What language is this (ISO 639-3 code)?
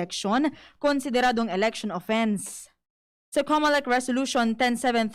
bik